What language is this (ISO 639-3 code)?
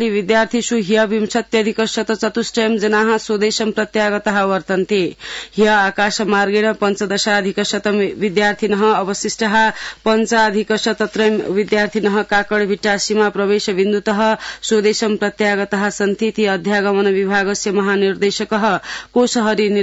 san